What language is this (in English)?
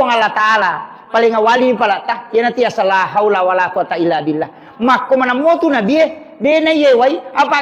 Buginese